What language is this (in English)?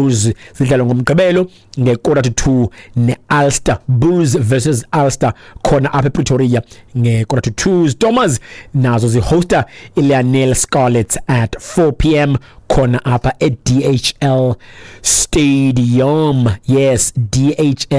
Xhosa